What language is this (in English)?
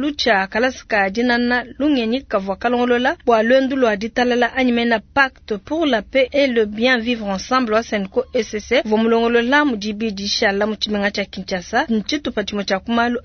Luba-Lulua